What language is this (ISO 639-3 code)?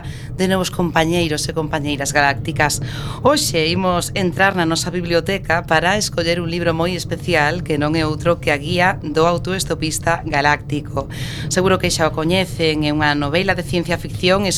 glg